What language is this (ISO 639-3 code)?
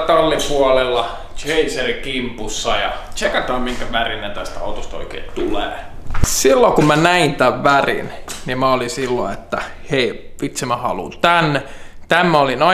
fin